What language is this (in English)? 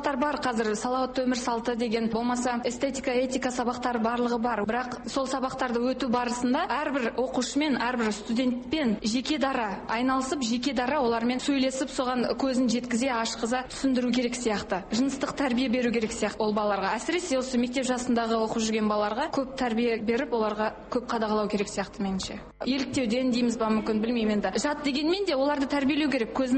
Kazakh